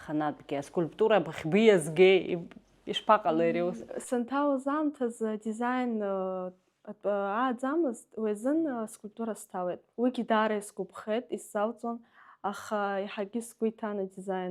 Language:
Abkhazian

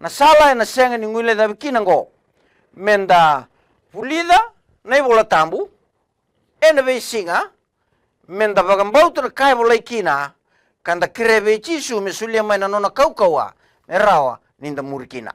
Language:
Fijian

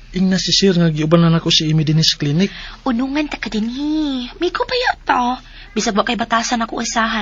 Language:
Cebuano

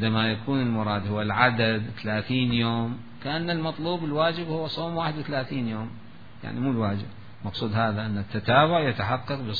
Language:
Mesopotamian Arabic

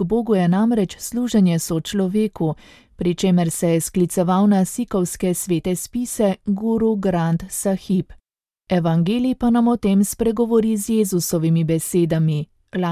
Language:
Slovenian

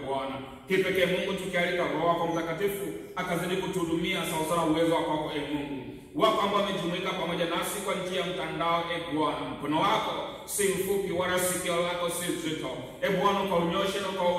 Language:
Swahili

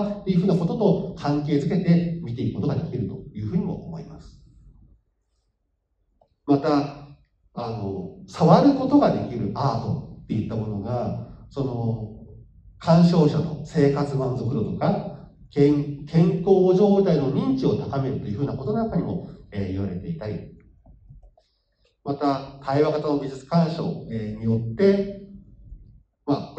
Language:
Japanese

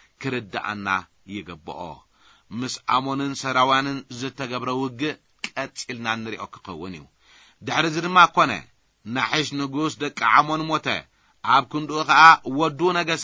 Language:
Tigrinya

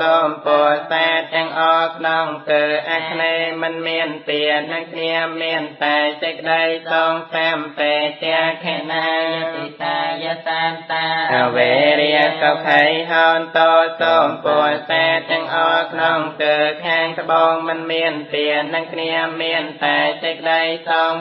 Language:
Khmer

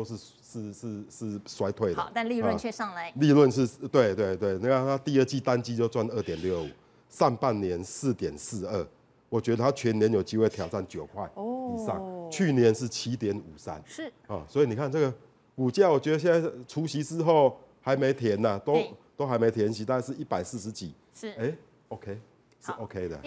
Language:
Chinese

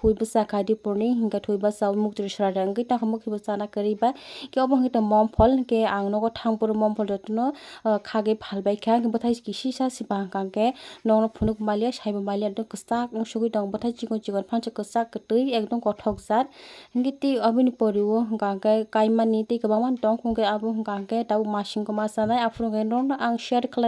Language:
Kok Borok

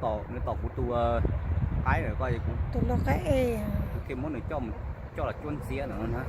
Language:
Hmong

